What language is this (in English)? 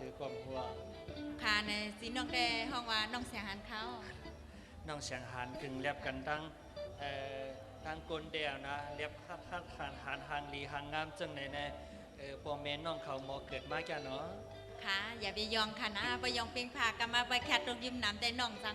Shan